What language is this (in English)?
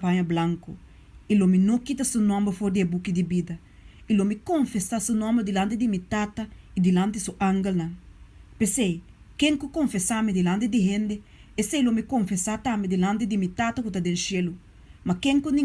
Papiamento